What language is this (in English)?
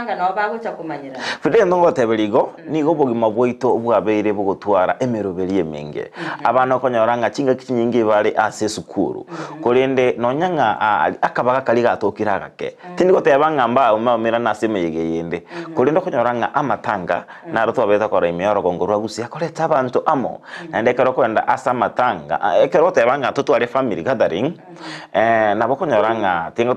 Gusii